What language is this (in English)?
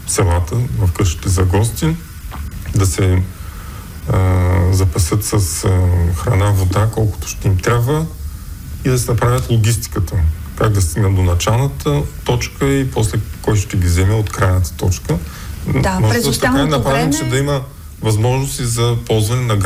Bulgarian